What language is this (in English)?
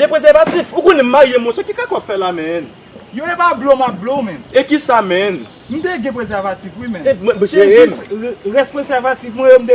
Haitian Creole